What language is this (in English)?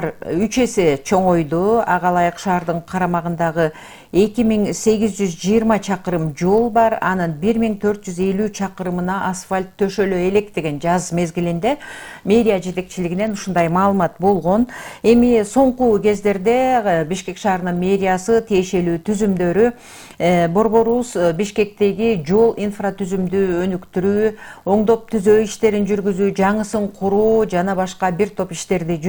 Kyrgyz